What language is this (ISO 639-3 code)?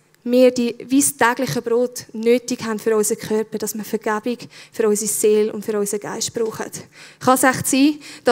gsw